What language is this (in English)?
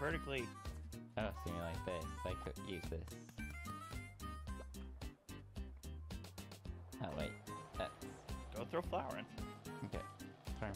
English